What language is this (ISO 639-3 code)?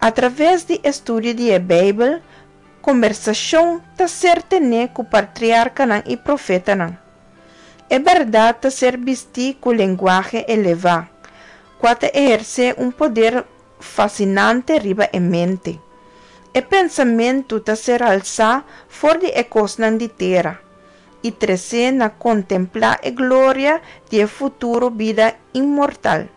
pap